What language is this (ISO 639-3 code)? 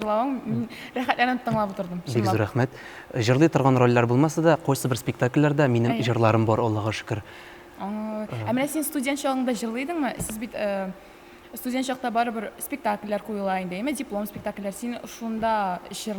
tat